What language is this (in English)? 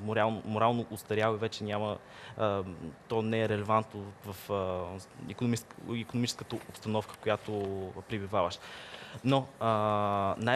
Bulgarian